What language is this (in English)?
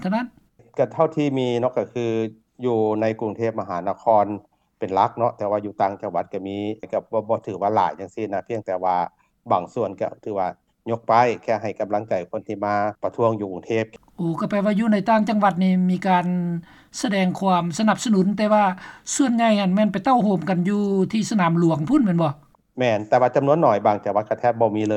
Lao